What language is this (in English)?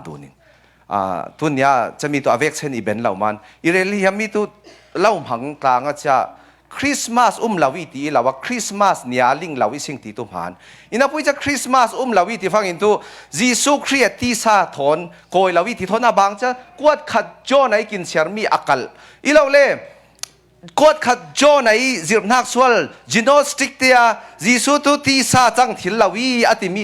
Falam Chin